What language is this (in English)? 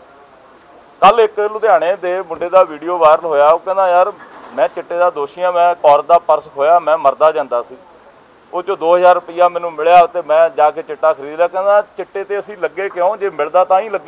Punjabi